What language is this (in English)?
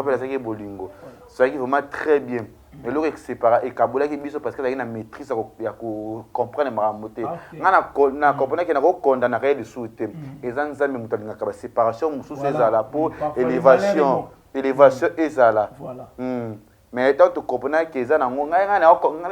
Lingala